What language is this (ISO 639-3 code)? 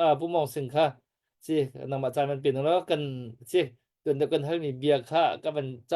cnh